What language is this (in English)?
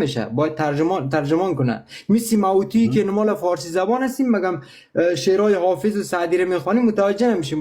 Persian